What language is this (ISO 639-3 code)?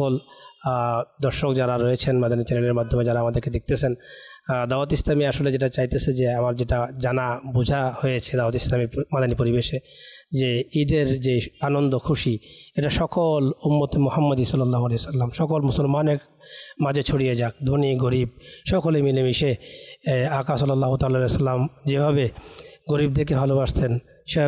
ben